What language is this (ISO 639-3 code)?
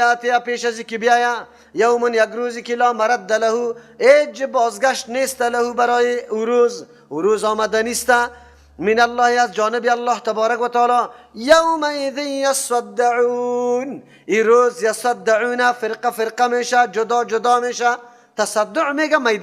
fas